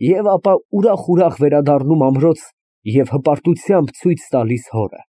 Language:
Armenian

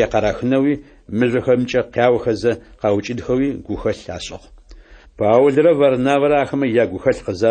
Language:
Adyghe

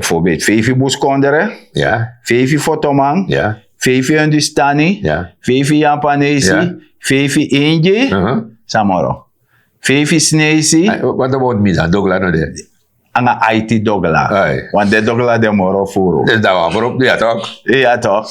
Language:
Sranan Tongo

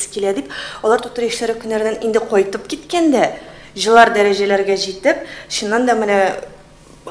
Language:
Tatar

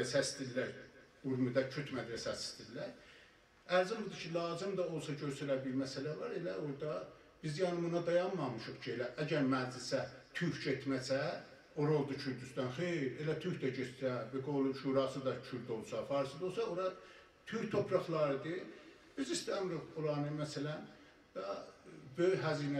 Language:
South Azerbaijani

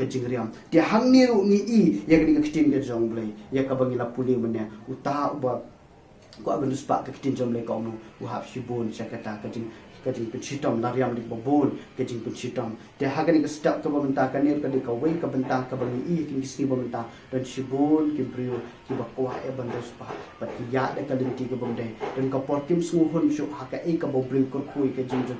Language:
Khasi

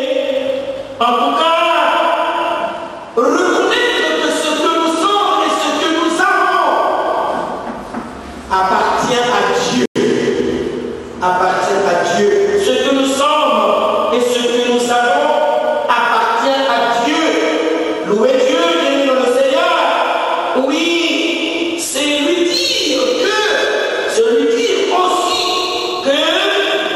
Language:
French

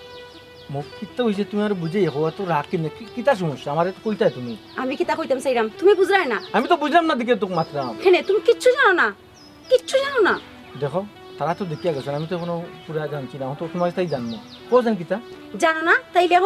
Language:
Sylheti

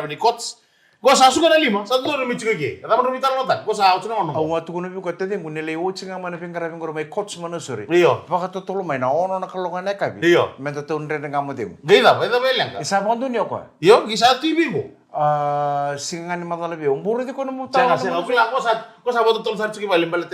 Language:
Fijian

